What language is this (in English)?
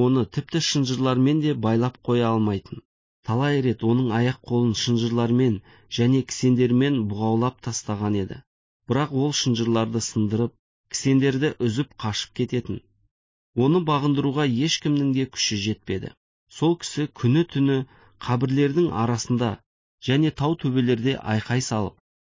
Kazakh